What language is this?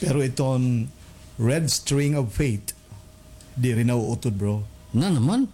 Waray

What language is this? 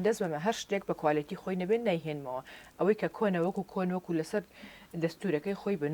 Central Kurdish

